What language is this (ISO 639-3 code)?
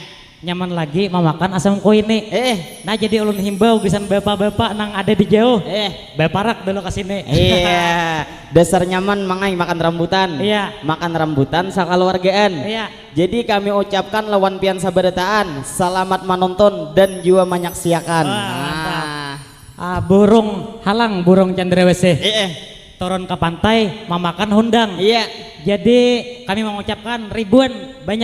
bjn